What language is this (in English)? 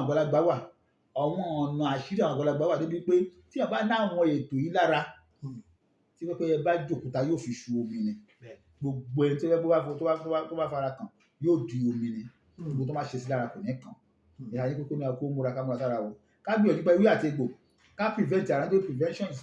Yoruba